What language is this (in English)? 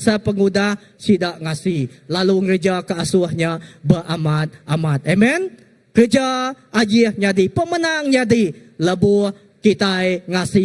Iban